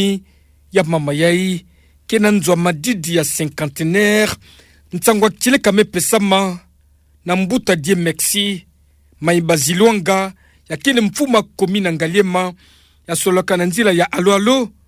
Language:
Kituba (Democratic Republic of Congo)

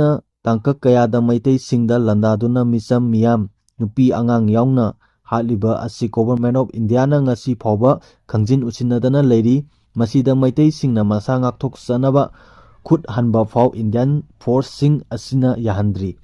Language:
Manipuri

